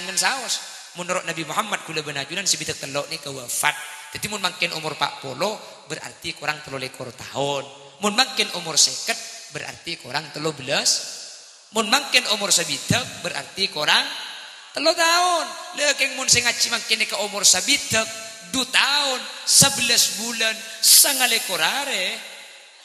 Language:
Madurese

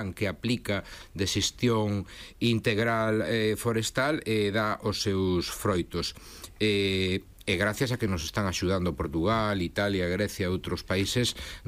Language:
Galician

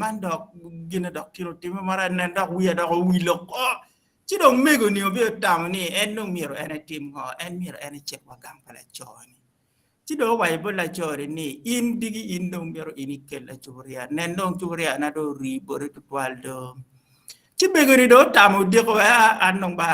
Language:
Acoli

